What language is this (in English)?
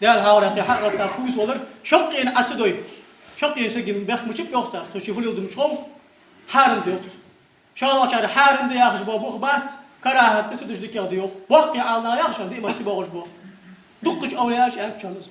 Ingush